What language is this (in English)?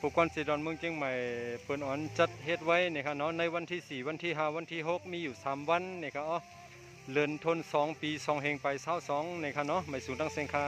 Shan